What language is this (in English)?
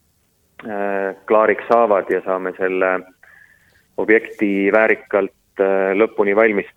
Estonian